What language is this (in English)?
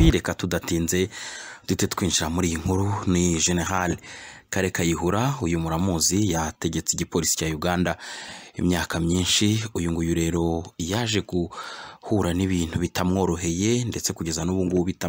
Kinyarwanda